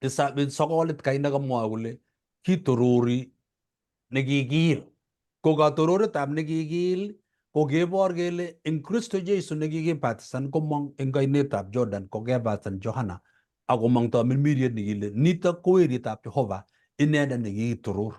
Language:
Kalenjin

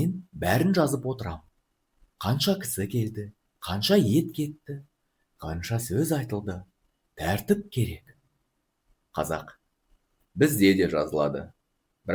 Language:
Kazakh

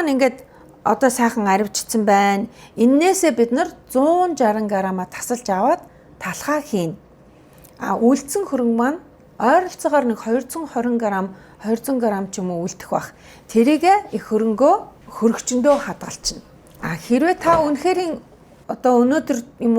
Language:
Mongolian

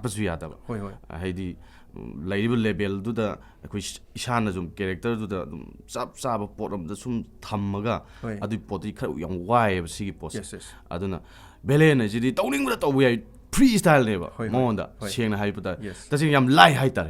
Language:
Manipuri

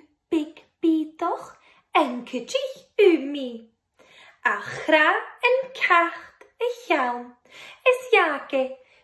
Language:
Scottish Gaelic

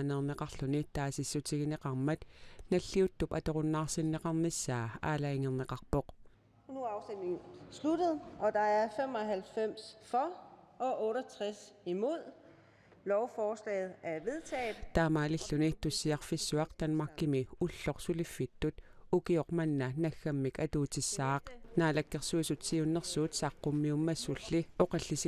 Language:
Kalaallisut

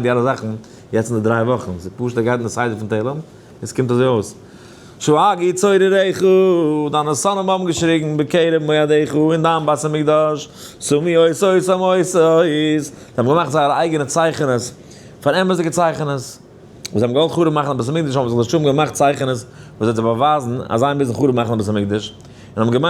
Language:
Yiddish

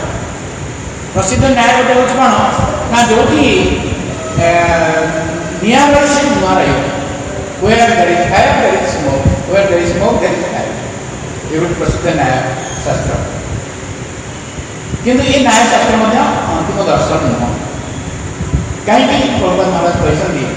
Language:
Odia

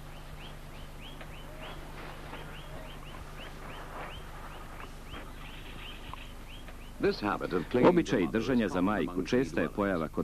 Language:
Serbian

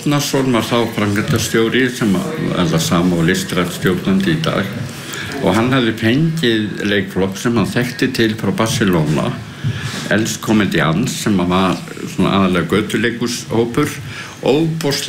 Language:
Icelandic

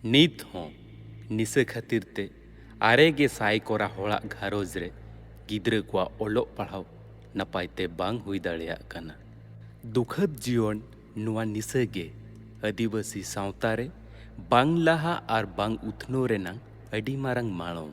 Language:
Santali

